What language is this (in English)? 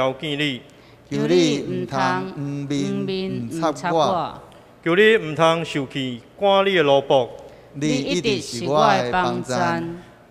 Min Nan Chinese